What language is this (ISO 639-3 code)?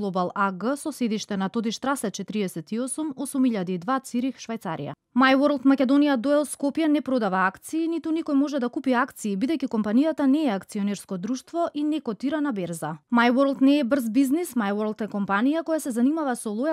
mkd